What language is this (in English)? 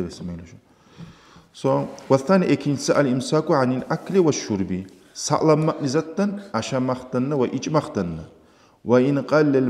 Kumyk